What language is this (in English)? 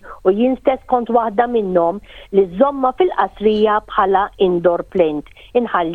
Maltese